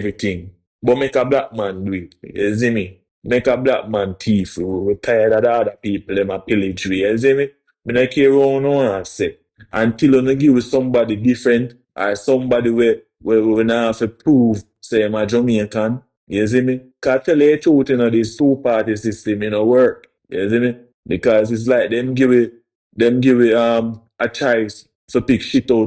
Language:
Jamaican Creole English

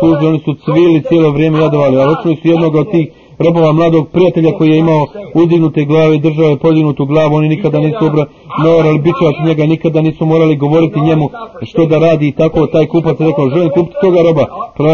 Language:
Croatian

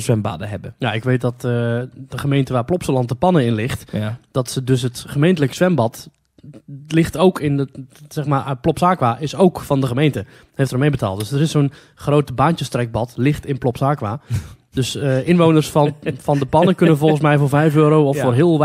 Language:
Dutch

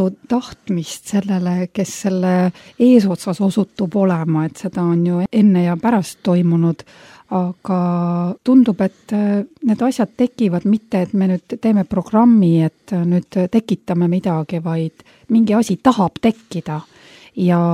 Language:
Estonian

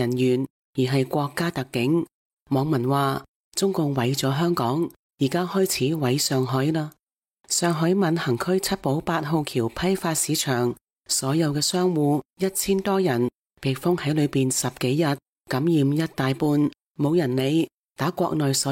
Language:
Cantonese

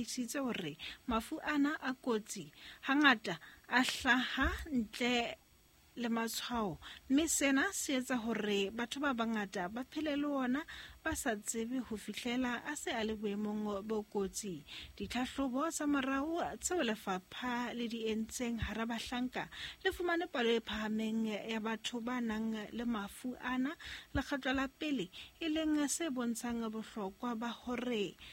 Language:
Southern Sotho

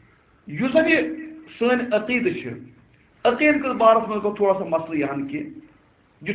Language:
Kashmiri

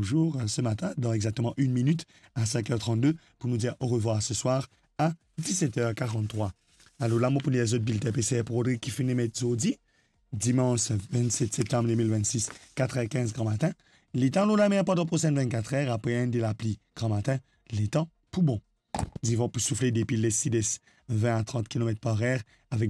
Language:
Morisyen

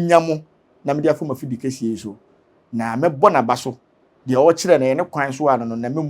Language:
Akan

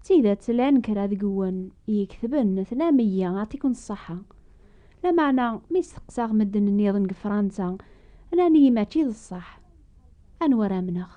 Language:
Kabyle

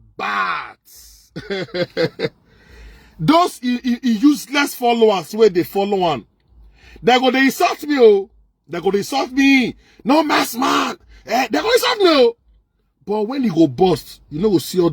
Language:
Nigerian Pidgin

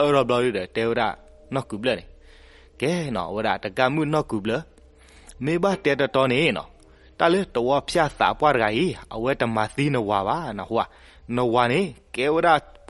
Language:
S'gaw Karen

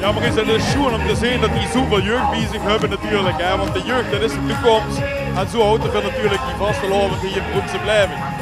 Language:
Limburgish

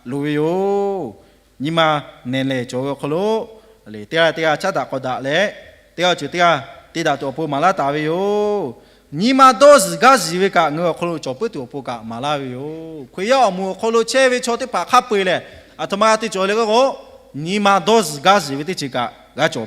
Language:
Lahu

